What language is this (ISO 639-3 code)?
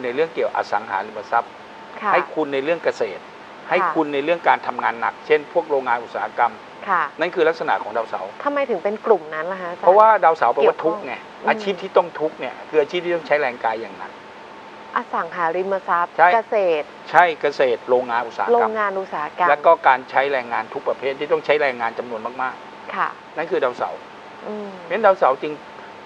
tha